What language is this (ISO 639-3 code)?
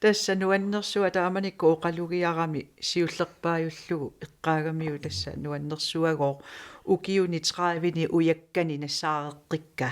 kal